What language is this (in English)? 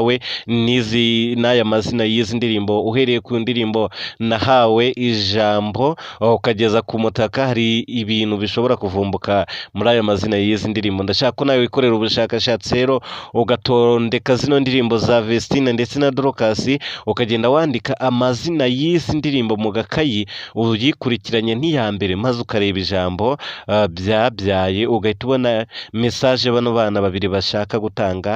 Kinyarwanda